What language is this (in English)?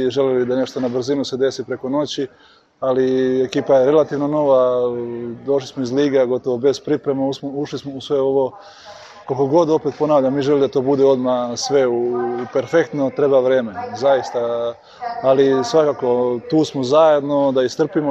Serbian